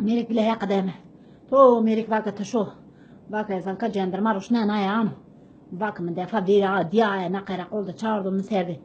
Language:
Zaza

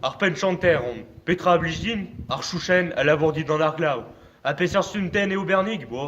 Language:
Breton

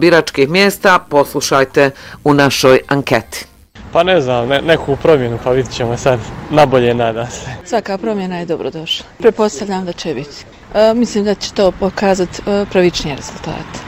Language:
Bosnian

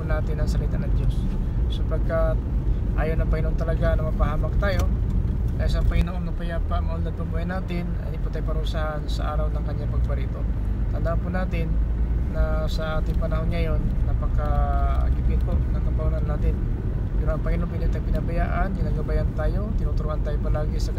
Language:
Filipino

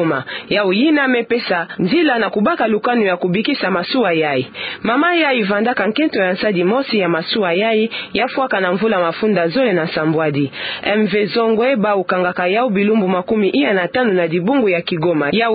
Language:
Kituba (Democratic Republic of Congo)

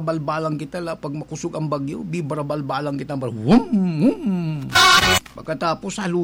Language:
Bikol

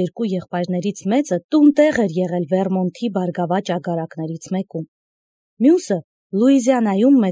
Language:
Armenian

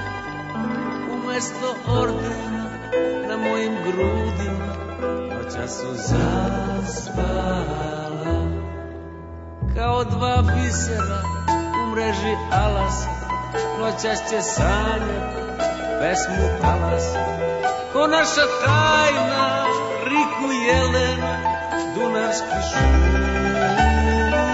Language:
Serbian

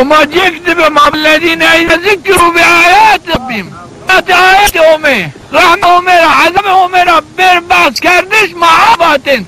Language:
Zaza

